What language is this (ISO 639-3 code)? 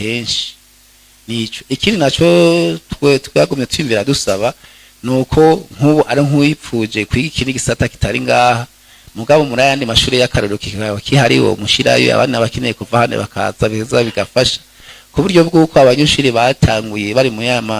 run